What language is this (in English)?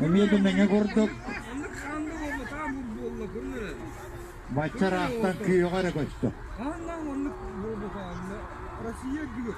Yakut